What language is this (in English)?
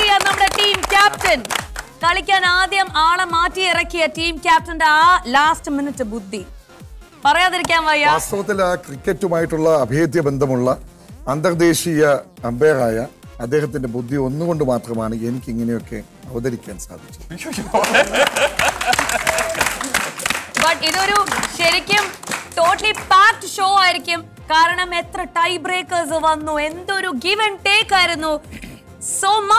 Malayalam